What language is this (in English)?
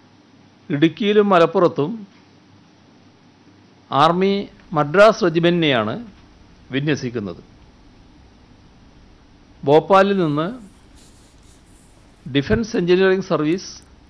Malayalam